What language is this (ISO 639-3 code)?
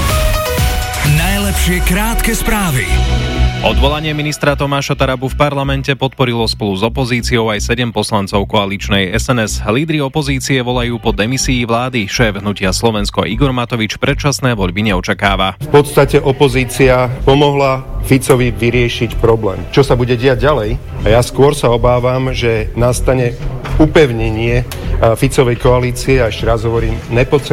slk